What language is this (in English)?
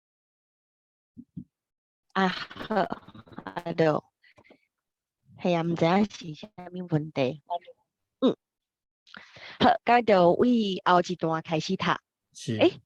Min Nan Chinese